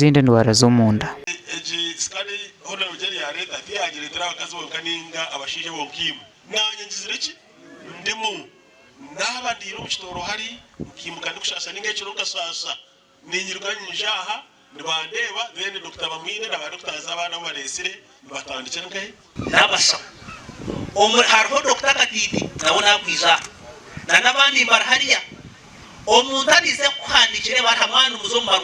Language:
Nyankole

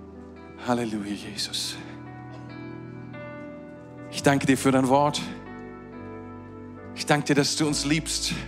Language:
German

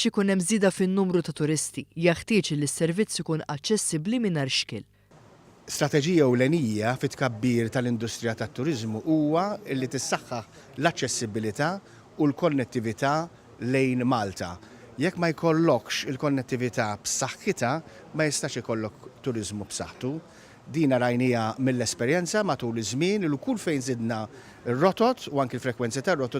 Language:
Maltese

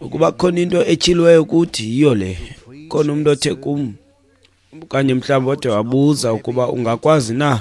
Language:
Xhosa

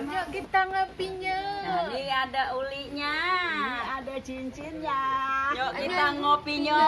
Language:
Betawi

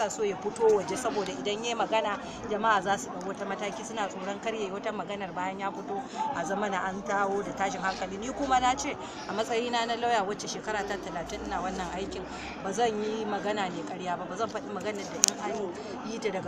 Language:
Hausa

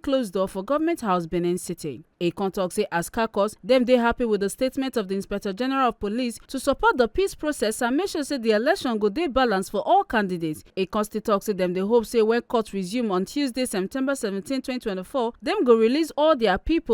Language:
Nigerian Pidgin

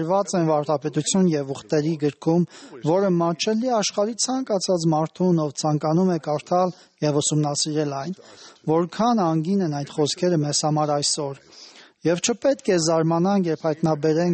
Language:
Armenian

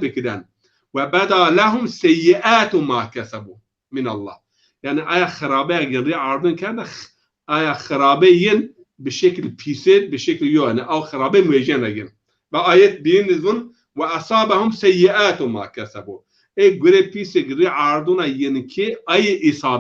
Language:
Zaza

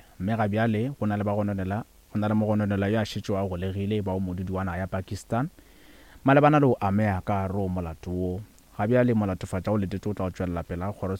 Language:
Northern Sotho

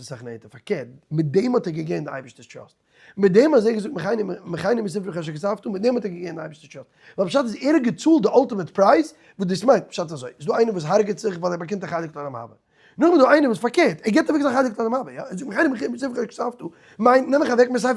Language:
Yiddish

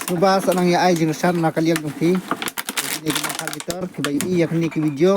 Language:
Khasi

